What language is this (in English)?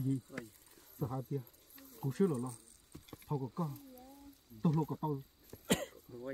Hmong